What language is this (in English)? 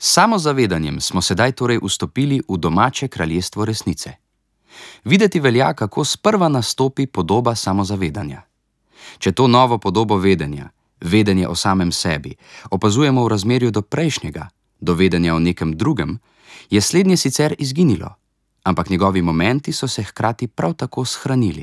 Slovenian